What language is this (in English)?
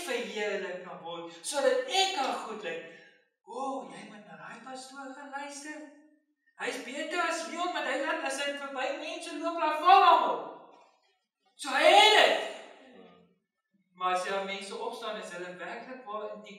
Afrikaans